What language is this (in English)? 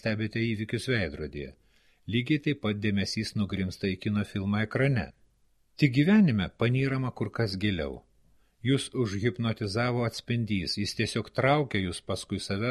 Lithuanian